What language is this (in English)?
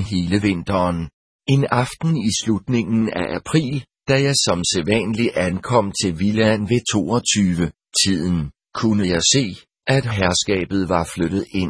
Danish